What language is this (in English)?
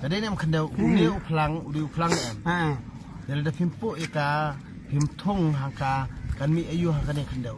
Khasi